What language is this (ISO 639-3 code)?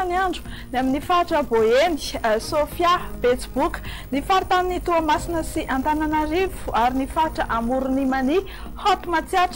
mlg